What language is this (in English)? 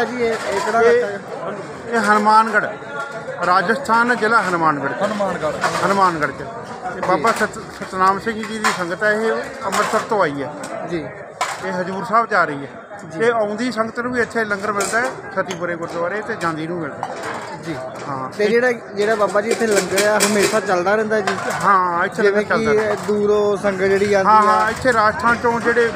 Punjabi